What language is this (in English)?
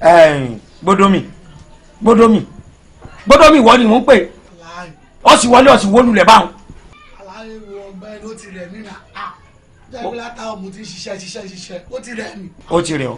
Yoruba